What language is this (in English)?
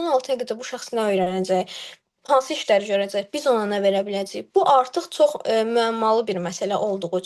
Azerbaijani